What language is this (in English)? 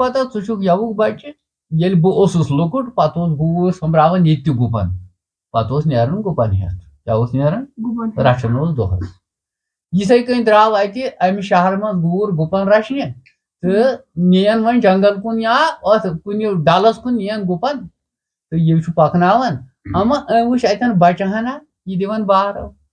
Kashmiri